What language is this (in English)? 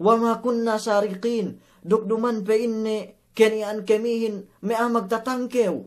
Yakan